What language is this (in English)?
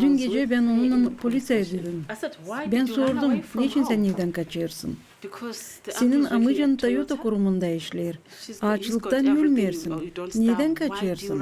Gagauz